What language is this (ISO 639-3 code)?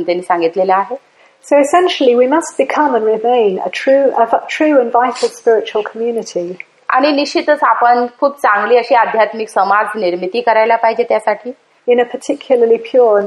mar